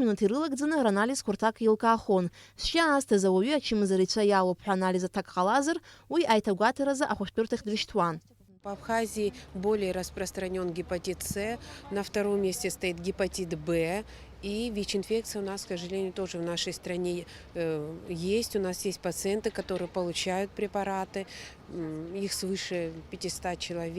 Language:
Abkhazian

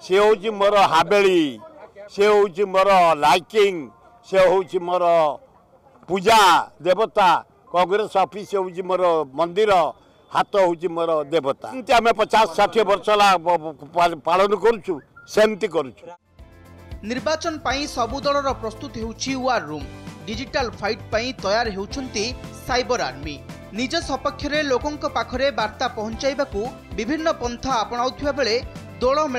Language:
Odia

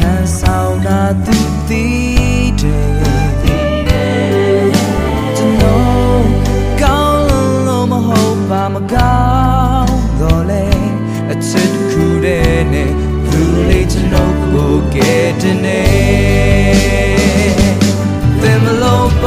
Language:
Burmese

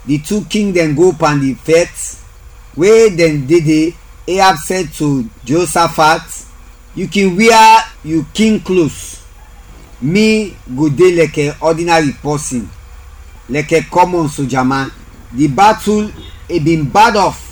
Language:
Krio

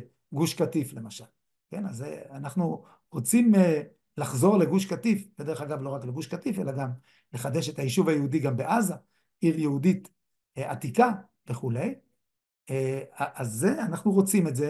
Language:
Hebrew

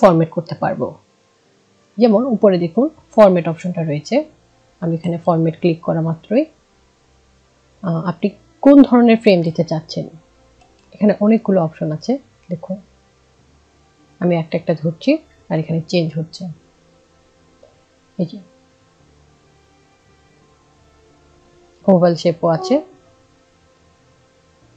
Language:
Bangla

